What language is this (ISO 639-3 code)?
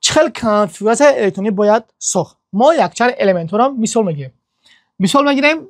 tgk